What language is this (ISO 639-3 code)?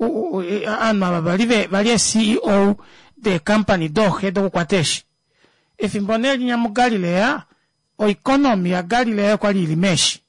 kua